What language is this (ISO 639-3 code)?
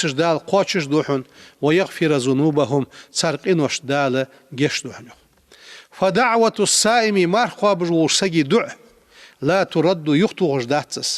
inh